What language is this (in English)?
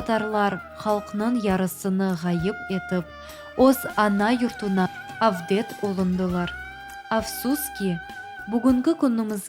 Crimean Tatar